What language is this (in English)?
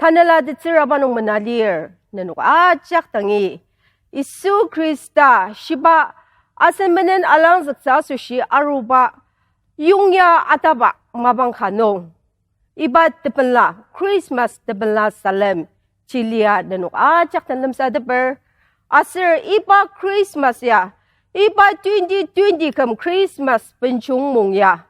Ao Naga